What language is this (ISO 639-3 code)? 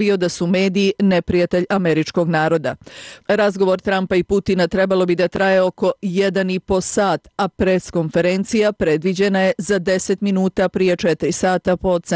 bos